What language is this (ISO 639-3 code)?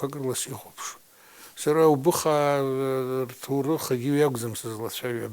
abk